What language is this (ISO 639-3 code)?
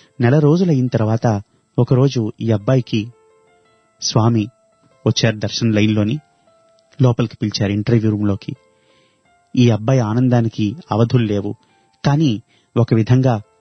tel